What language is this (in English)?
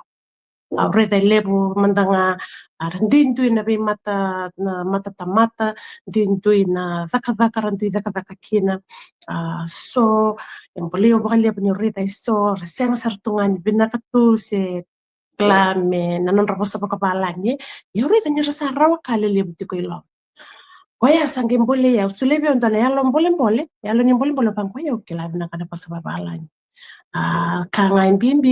Fijian